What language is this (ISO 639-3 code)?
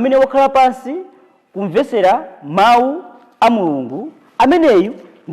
nya